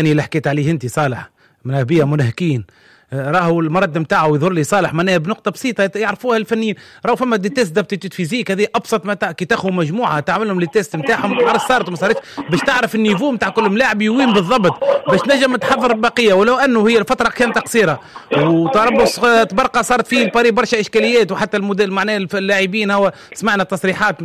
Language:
Tunisian Arabic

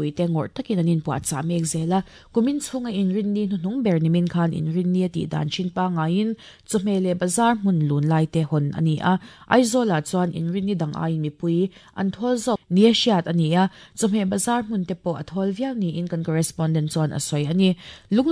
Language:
Mizo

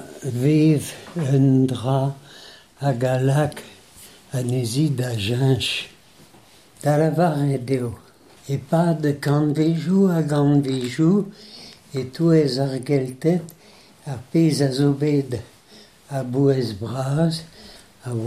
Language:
Breton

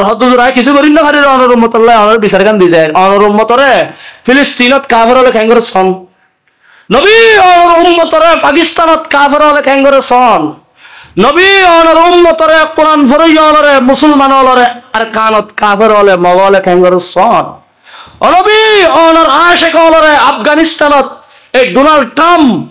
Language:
Rohingya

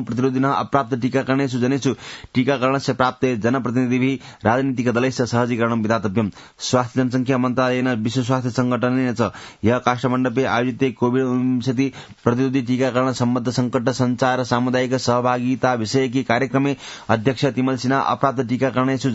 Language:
Sanskrit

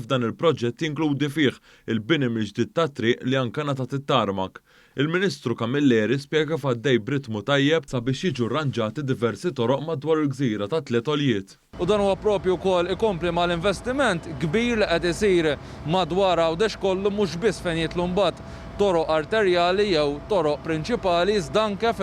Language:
Maltese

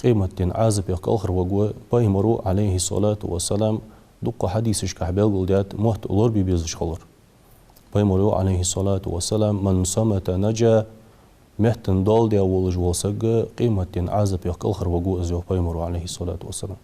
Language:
Ingush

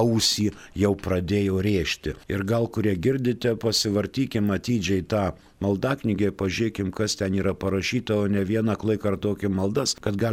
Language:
Lithuanian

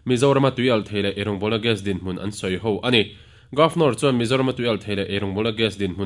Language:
Mizo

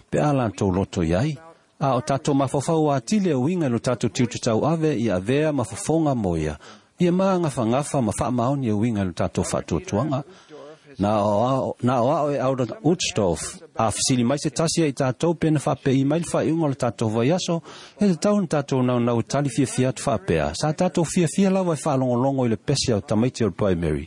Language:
Samoan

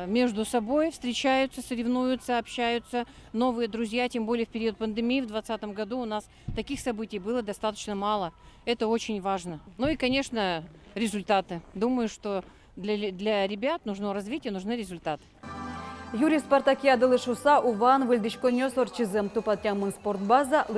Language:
Udmurt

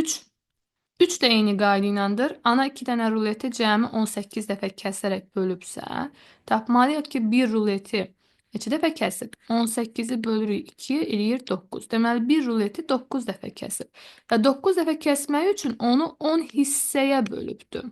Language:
Azerbaijani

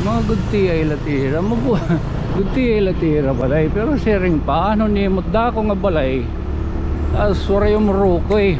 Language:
Waray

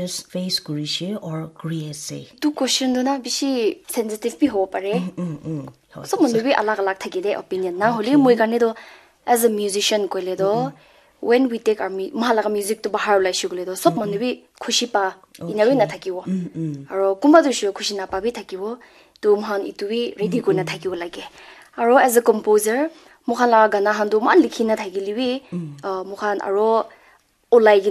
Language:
Naga Pidgin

